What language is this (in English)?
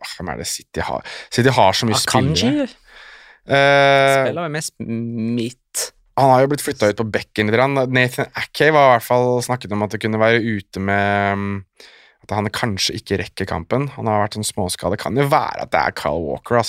Norwegian